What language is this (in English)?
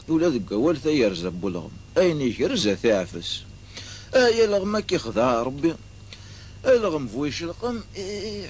Kabyle